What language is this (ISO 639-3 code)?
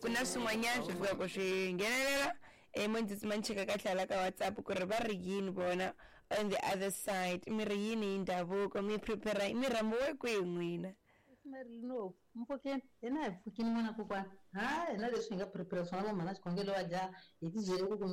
tso